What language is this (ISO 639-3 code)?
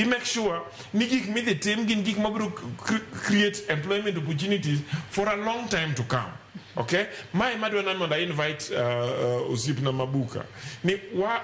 luo